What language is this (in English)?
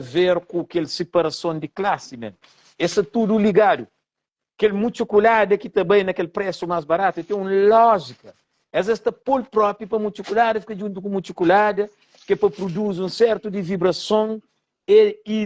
Kabuverdianu